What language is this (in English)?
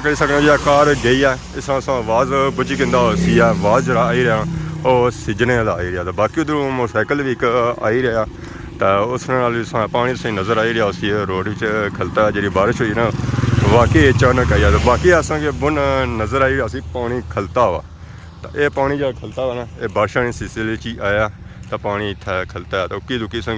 Pahari-Potwari